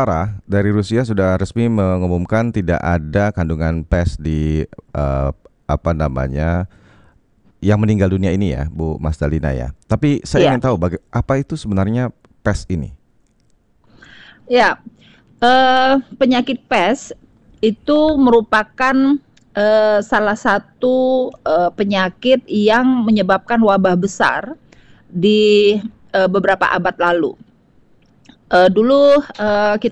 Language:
Indonesian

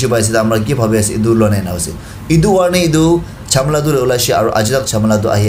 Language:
Naga Pidgin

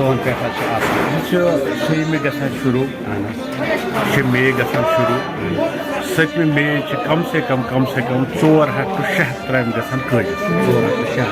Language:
Kashmiri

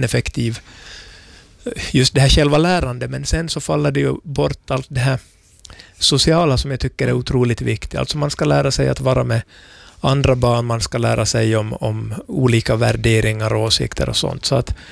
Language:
Swedish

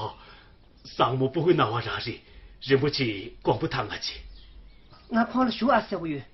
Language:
Tibetan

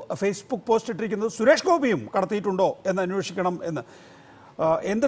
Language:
Malayalam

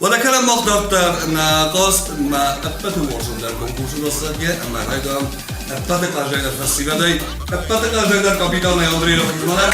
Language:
Ossetic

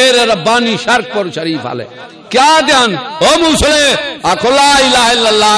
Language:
Saraiki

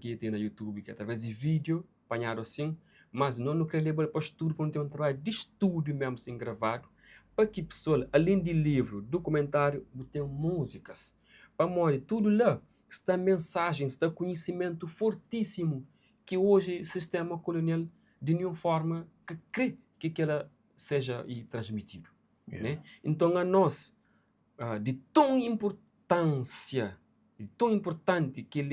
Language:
Kabuverdianu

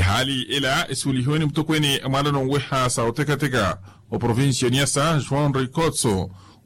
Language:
Makhuwa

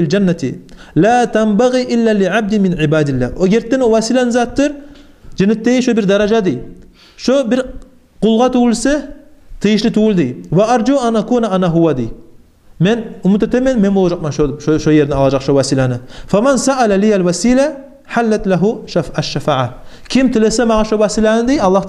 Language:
Kumyk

